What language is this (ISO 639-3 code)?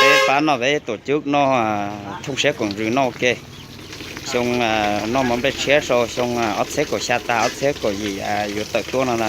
hmn